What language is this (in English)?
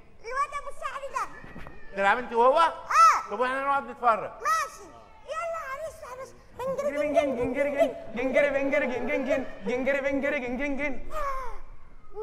Egyptian Arabic